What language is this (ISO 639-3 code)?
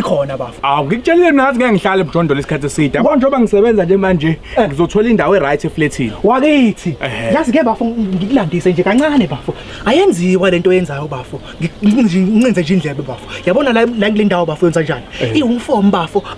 zul